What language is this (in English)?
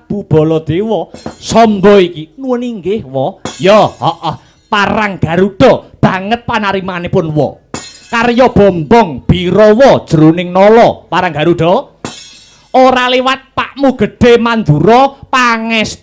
Javanese